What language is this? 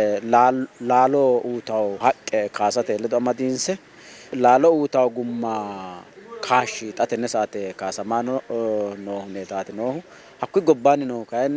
Sidamo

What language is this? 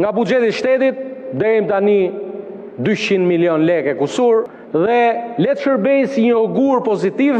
Albanian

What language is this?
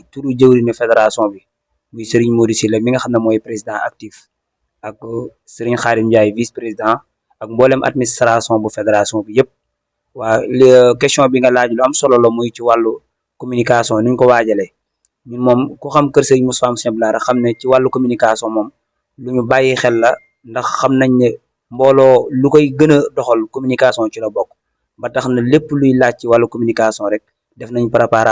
Wolof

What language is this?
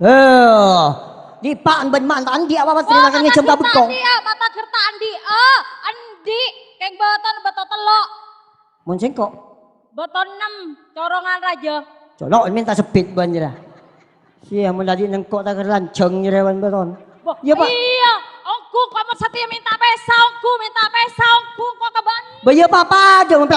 Madurese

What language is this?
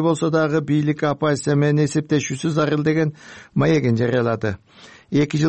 Kyrgyz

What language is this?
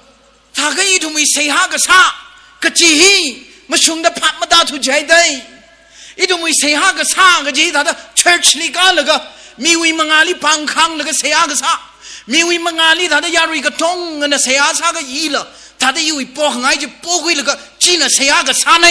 Tangkhul Naga (India)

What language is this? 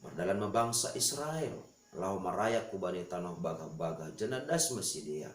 Batak Simalungun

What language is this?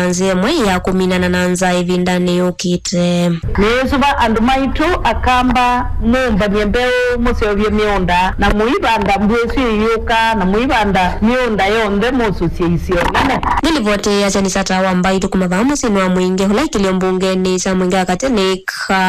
Kamba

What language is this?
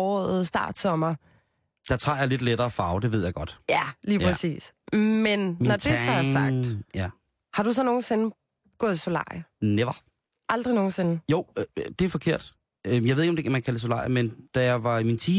Danish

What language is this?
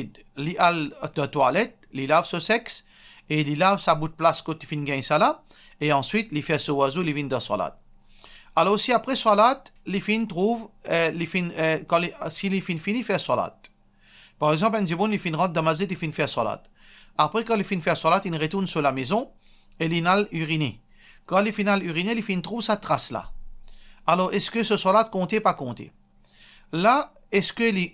Morisyen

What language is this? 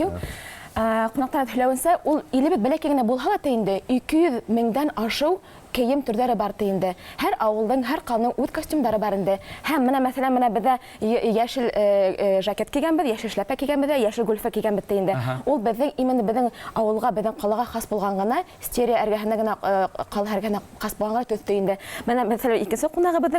Bashkir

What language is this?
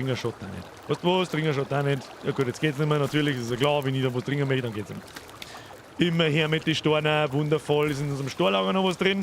Bavarian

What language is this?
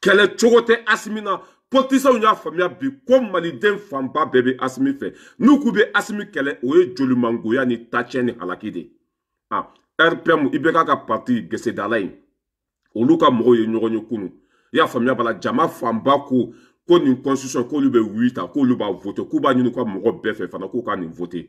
Bambara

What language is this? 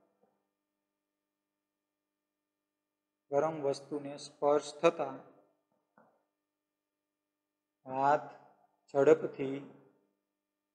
Gujarati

